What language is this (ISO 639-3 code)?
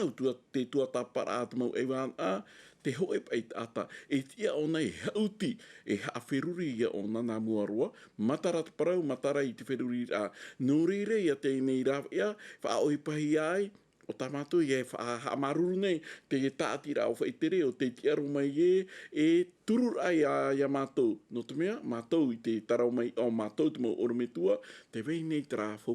tah